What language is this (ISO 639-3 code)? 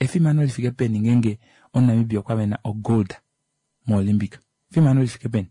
kua